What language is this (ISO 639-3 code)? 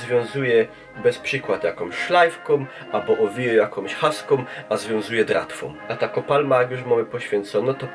szl